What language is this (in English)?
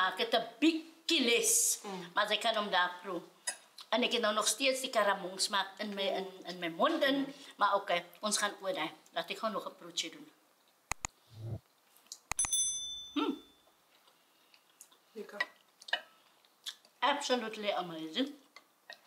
Afrikaans